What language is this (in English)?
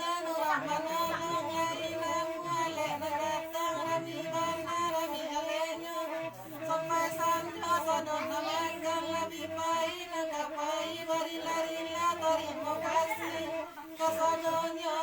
Minangkabau